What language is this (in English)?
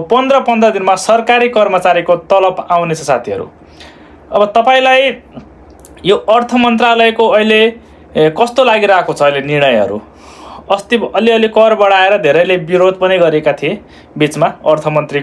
Nepali